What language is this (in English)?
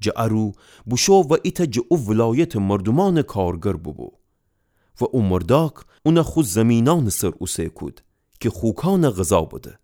Gilaki